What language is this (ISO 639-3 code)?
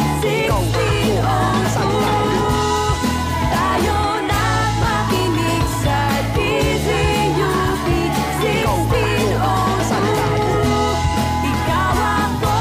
fil